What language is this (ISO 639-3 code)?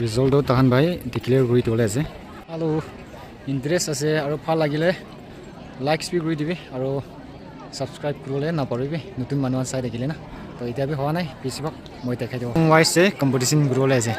nag